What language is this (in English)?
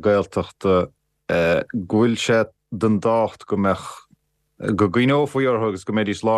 Irish